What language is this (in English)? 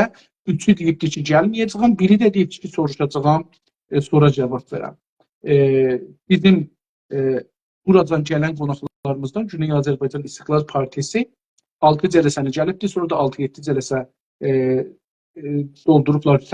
South Azerbaijani